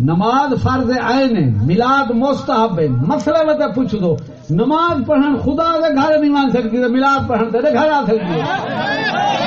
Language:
Saraiki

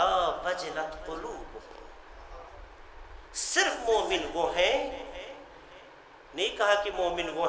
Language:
Urdu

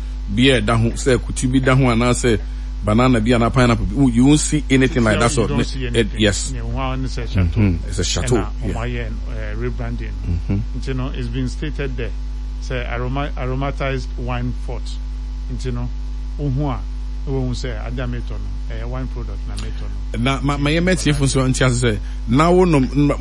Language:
Akan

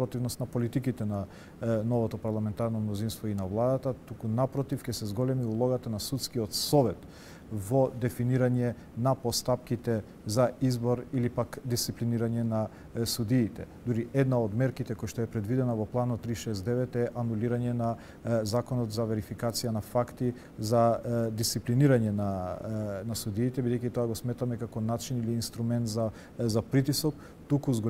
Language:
Macedonian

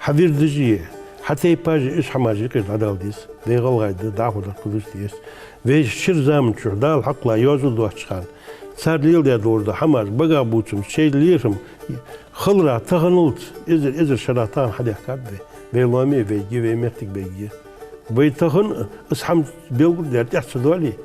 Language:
Ingush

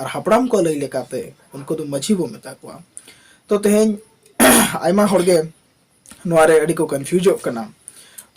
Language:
Santali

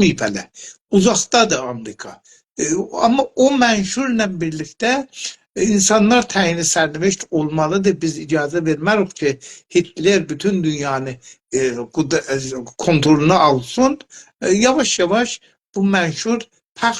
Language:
South Azerbaijani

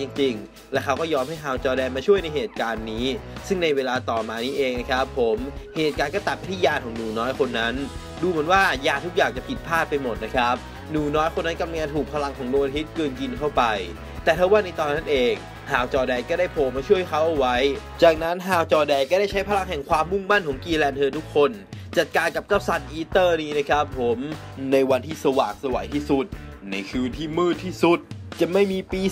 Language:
Thai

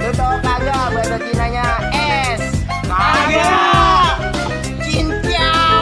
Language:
Betawi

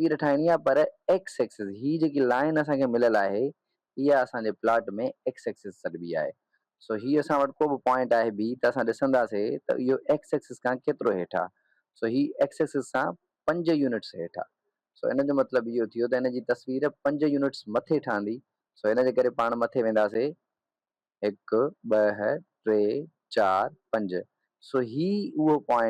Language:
Sindhi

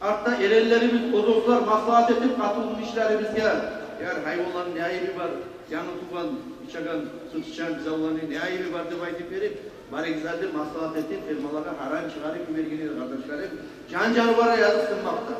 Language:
Kumyk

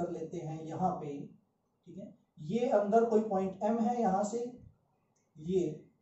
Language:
Hindi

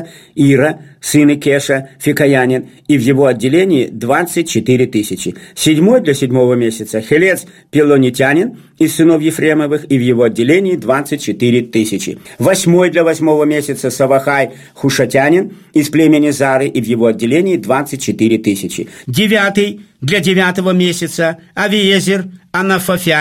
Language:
Russian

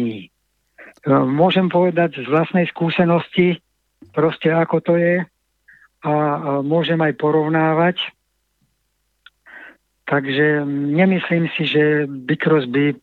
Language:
Slovak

